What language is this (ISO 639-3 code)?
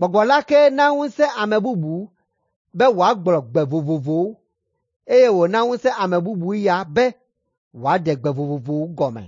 ewe